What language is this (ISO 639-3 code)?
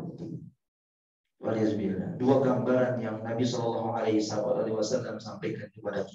ind